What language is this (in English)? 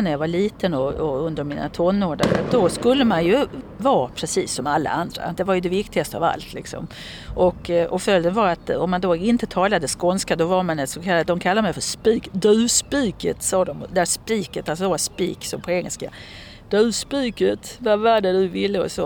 Swedish